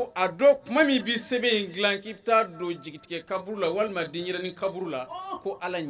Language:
Bambara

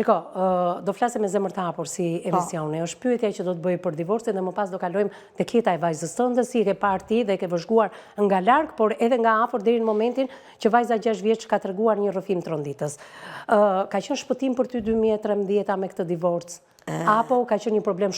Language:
Albanian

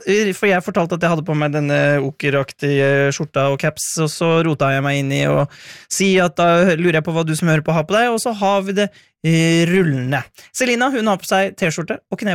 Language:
Norwegian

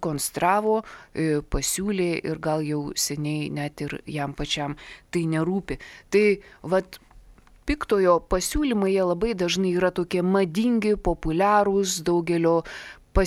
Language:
Lithuanian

